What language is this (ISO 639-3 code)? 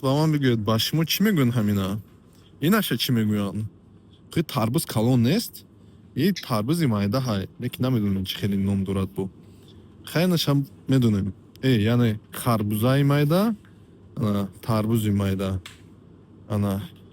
tgk